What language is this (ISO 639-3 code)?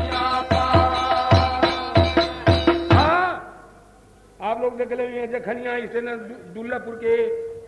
bho